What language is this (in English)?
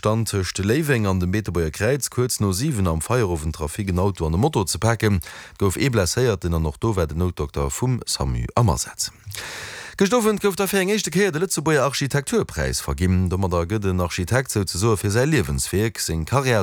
Luxembourgish